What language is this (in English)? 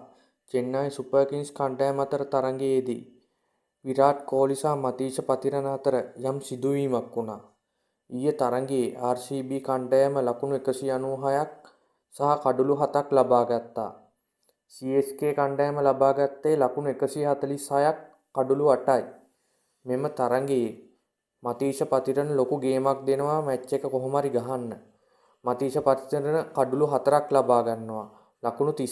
Sinhala